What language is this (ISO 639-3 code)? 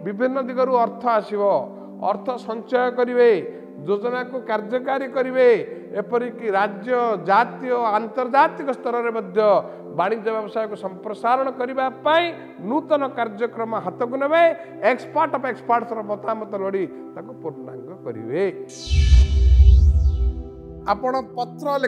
ori